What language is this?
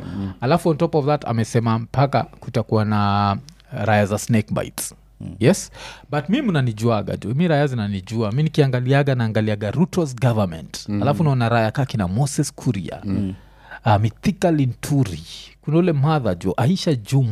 Swahili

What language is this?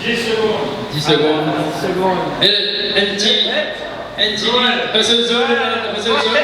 Morisyen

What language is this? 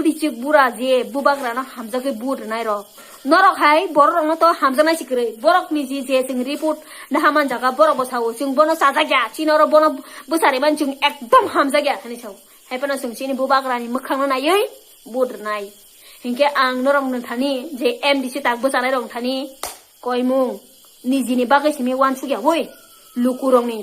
Kok Borok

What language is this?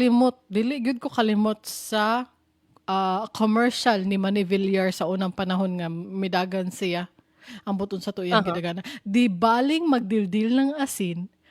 Cebuano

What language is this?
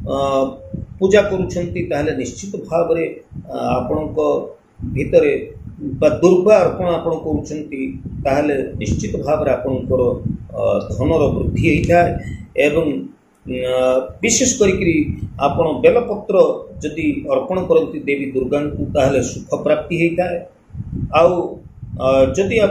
Odia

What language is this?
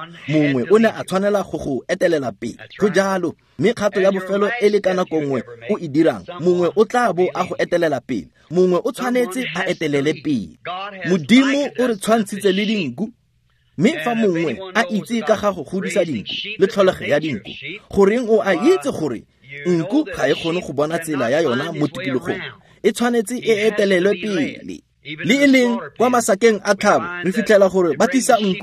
Tswana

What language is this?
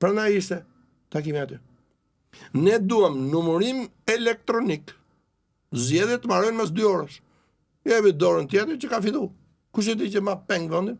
Albanian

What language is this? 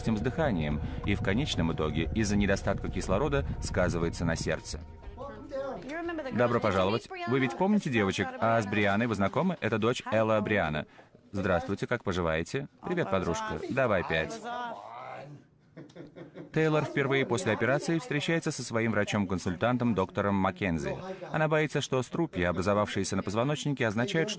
Russian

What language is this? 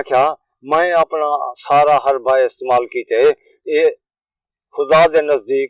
Saraiki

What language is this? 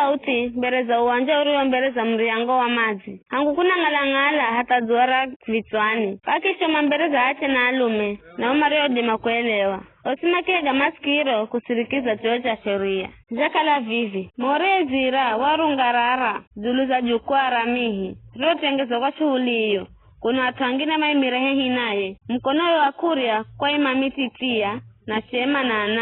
Giryama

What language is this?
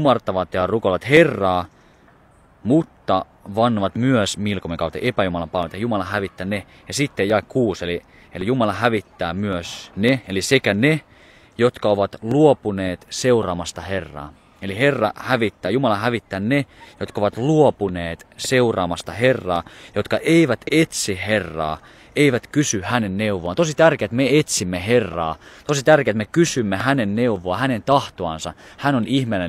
Finnish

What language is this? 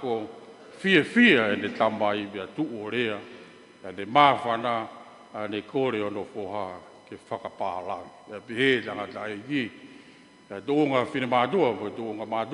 Tongan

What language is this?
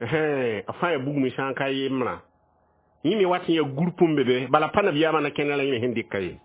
Mossi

